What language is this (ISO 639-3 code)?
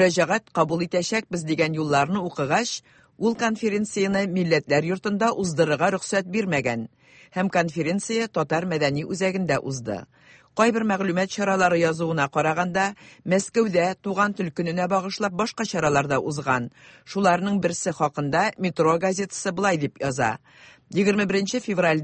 tat